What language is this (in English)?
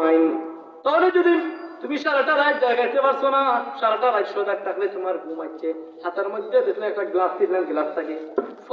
Sylheti